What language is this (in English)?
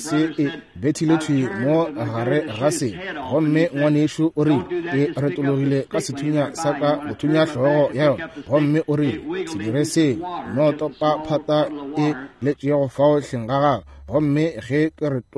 Northern Sotho